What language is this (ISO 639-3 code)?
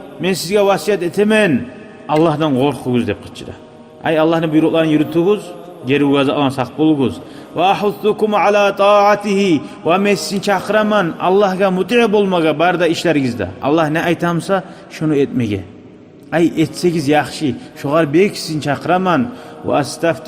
kum